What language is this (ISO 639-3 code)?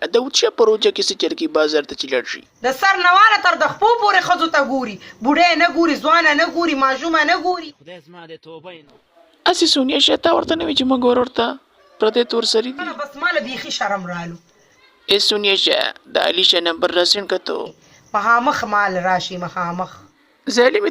pus